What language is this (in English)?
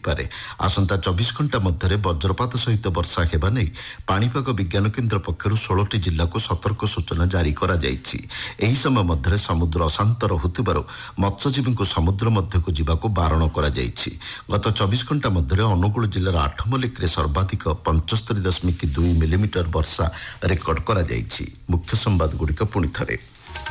Odia